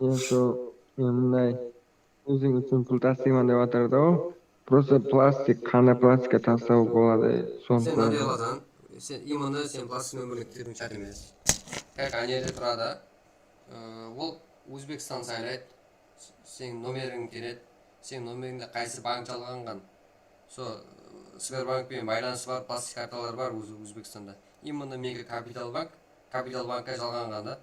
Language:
Kara-Kalpak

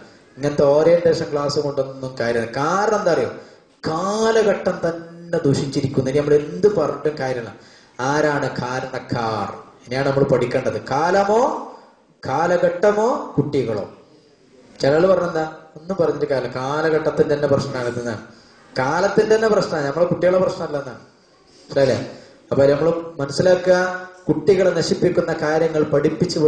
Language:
Malayalam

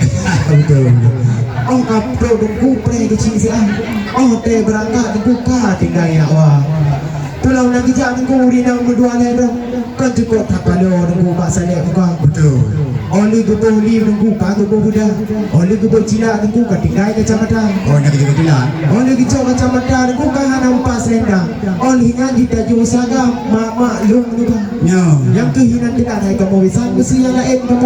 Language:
Achinese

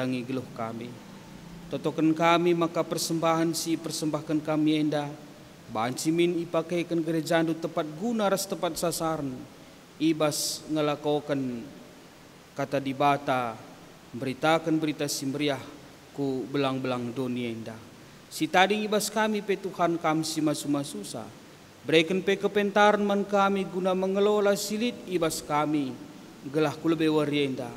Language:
Batak Karo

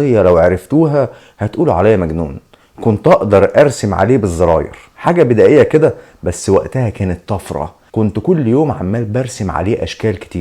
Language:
Egyptian Arabic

